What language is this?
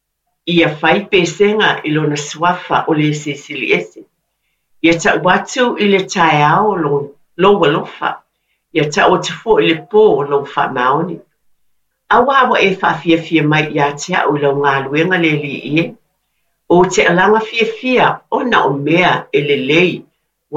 Samoan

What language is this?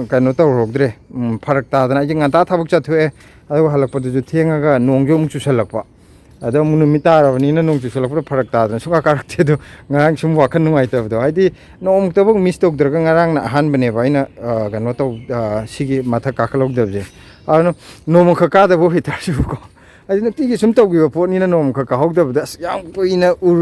Manipuri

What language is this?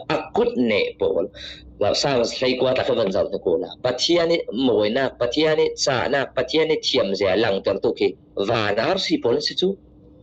Falam Chin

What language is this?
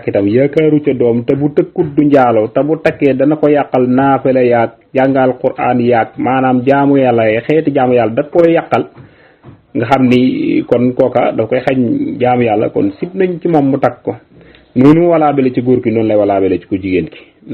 Wolof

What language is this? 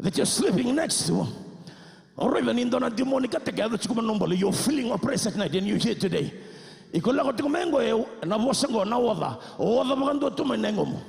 Fijian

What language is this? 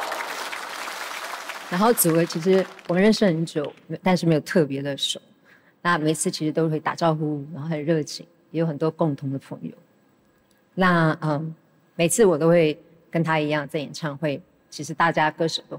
Chinese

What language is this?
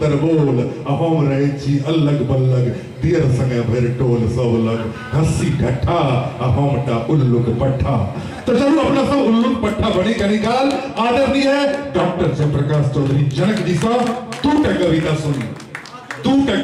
Maithili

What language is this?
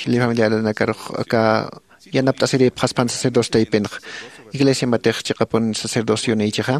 Aymara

